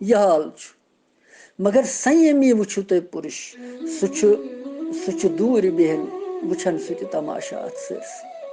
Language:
Kashmiri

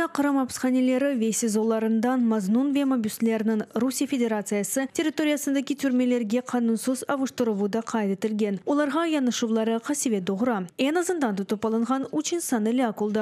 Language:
Crimean Tatar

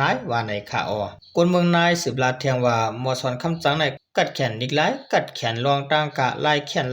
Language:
Shan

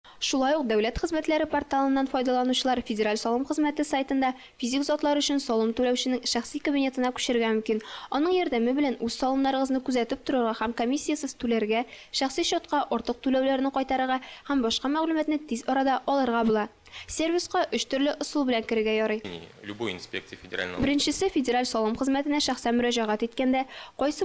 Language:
Tatar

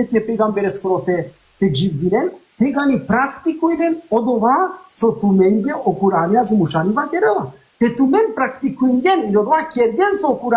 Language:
Balkan Romani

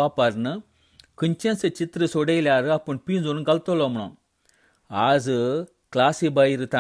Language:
Konkani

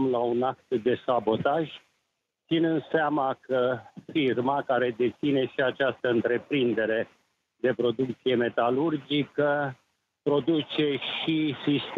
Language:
Romanian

